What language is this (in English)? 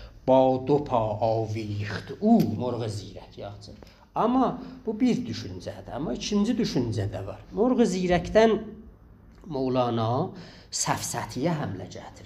South Azerbaijani